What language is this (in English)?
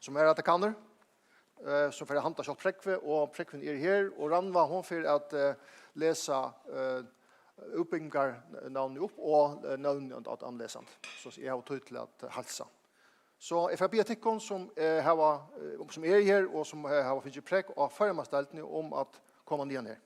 Faroese